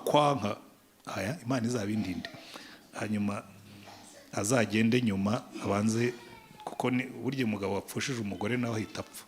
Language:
Kinyarwanda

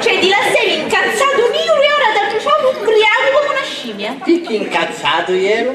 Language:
Sicilian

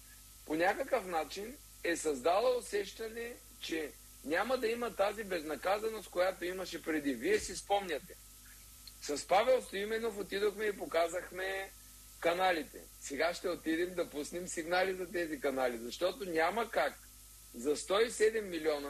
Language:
Bulgarian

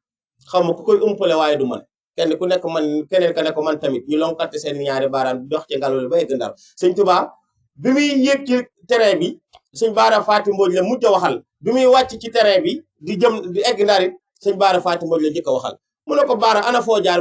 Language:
Wolof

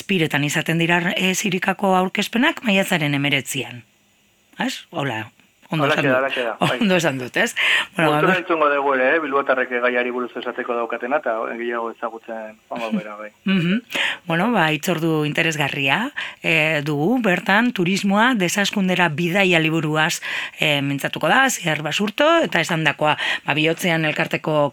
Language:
Basque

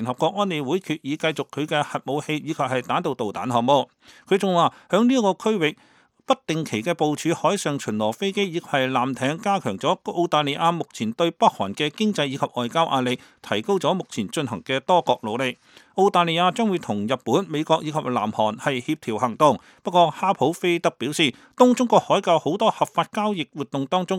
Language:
Cantonese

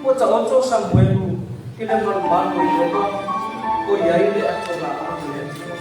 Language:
Samoan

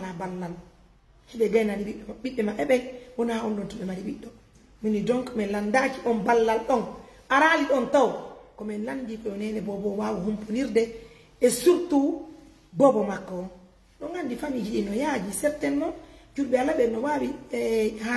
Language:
Pular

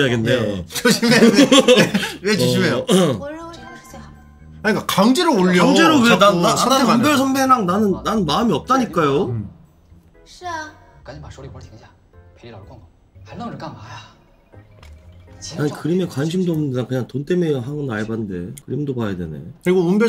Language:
Korean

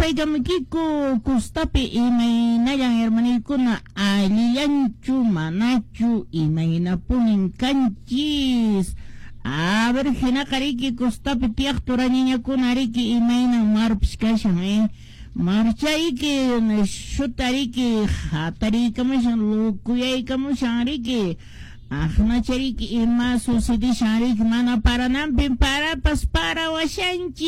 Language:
Quechua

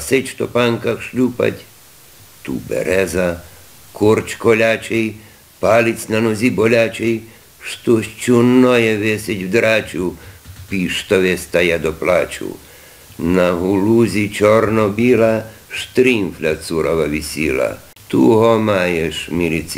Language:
Rusyn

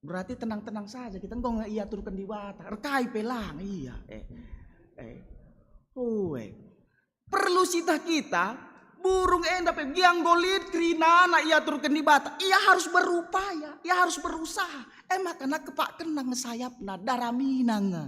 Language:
Batak Karo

